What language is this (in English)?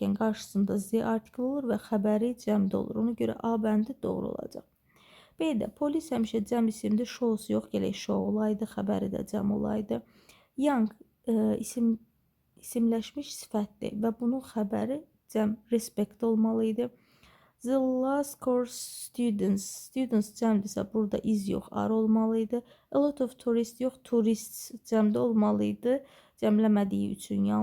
Azerbaijani